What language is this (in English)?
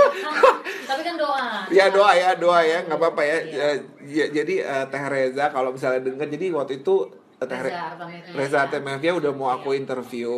Indonesian